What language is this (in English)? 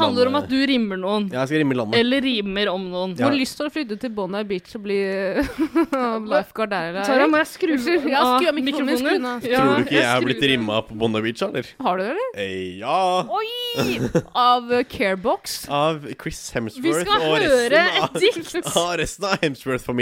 Norwegian